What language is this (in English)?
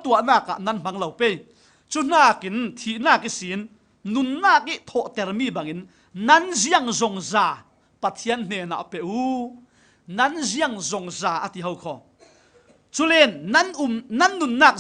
Falam Chin